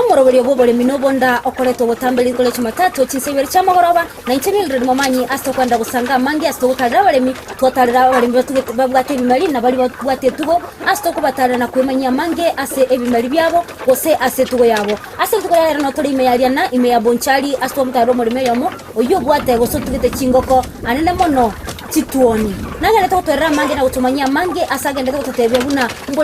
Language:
Gusii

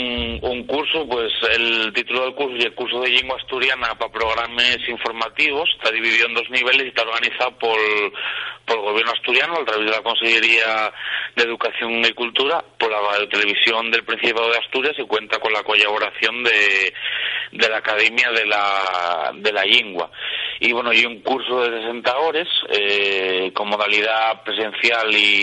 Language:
Asturian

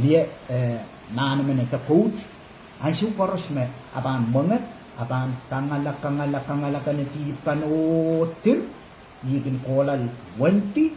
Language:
Pohnpeian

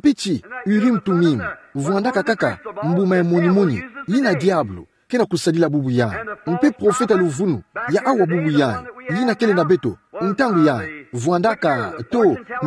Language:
Kituba (Democratic Republic of Congo)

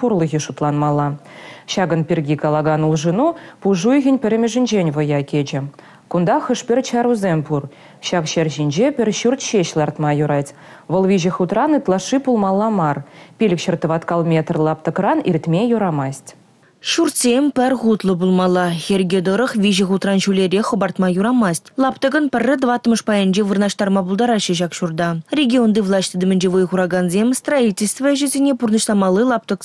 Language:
Chuvash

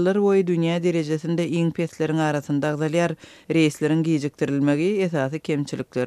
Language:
Turkmen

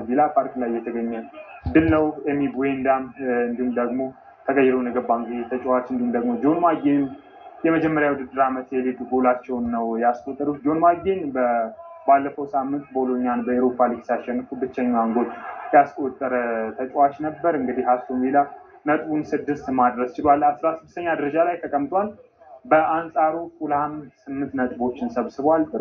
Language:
Amharic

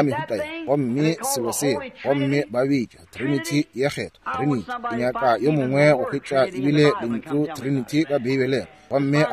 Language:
Northern Sotho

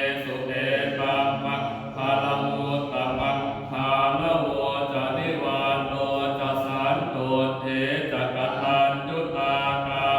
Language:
Pali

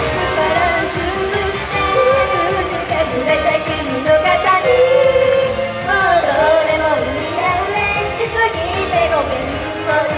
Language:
Japanese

